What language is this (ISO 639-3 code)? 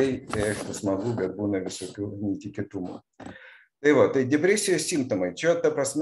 lit